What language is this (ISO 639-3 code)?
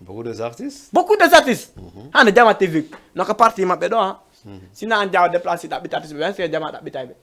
ful